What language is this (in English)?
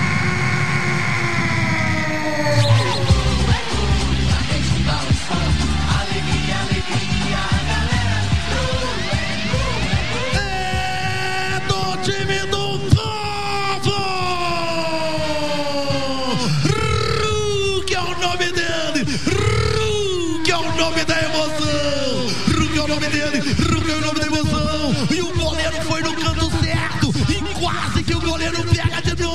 Portuguese